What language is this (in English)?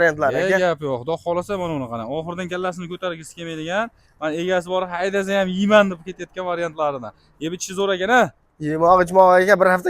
Uzbek